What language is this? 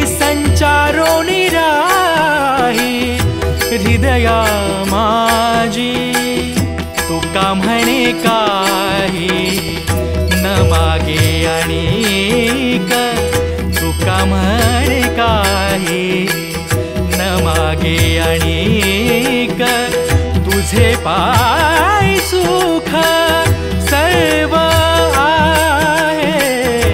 Marathi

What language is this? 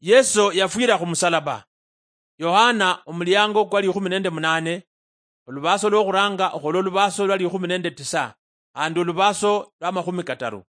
Luyia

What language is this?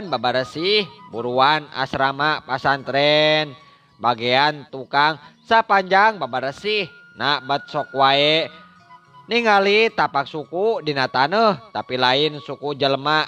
Sundanese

